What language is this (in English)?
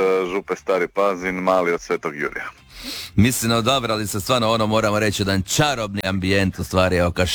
Croatian